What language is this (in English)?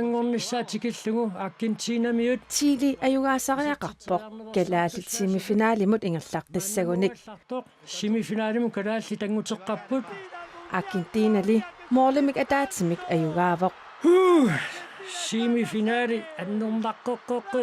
Kalaallisut